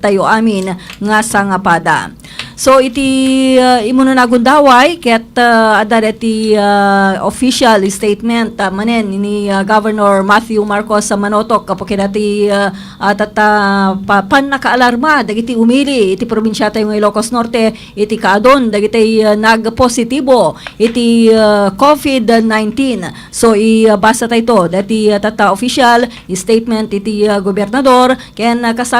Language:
Iloko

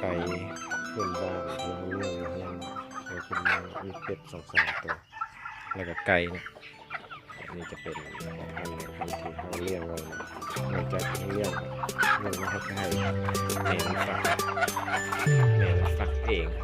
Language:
Lao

